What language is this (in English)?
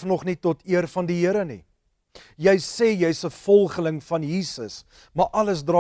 Afrikaans